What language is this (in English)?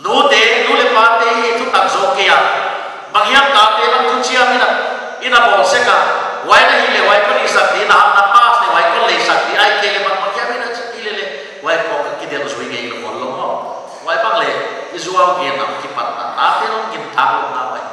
Paite Chin